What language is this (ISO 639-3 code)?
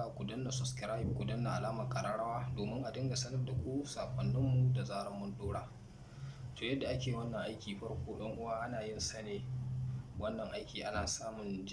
hau